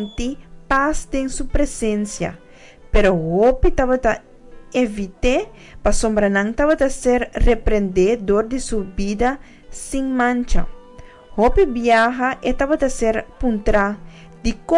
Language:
Papiamento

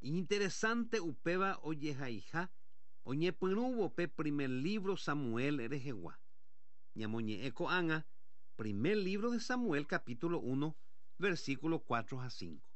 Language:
Guarani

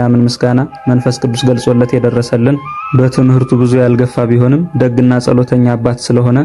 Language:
Amharic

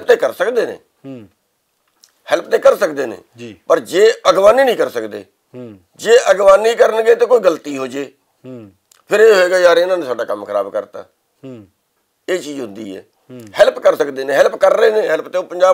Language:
Punjabi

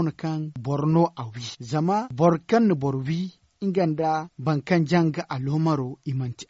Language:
Zarma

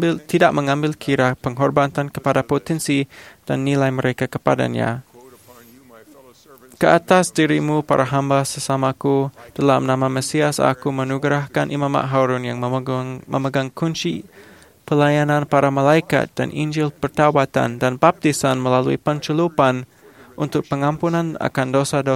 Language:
Malay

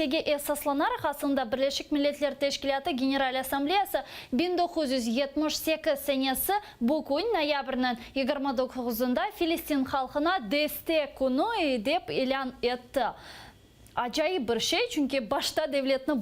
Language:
Crimean Tatar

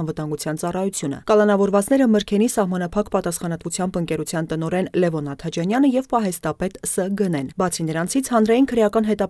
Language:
Armenian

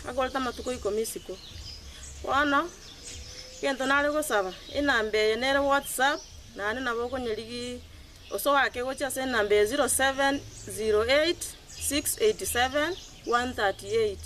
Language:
Gusii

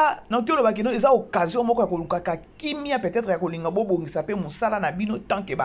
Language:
Lingala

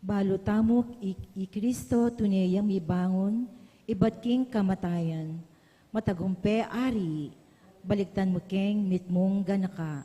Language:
Pampanga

